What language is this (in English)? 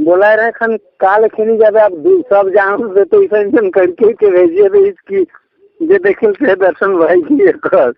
Sadri